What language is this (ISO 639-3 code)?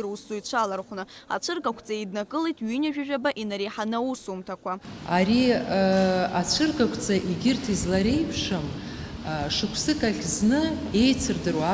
abk